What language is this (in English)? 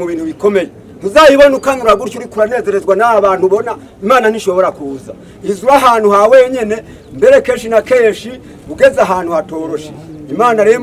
Rundi